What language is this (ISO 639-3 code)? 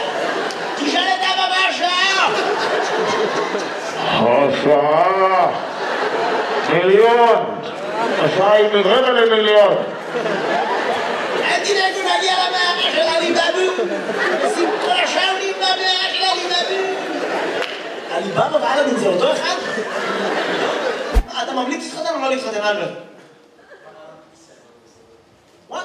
heb